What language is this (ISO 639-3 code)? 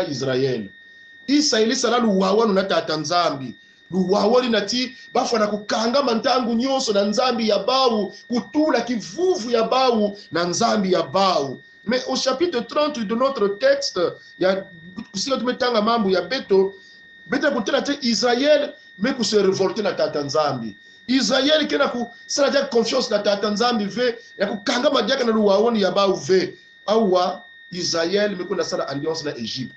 kon